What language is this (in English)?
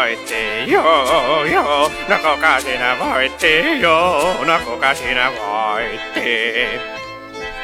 Finnish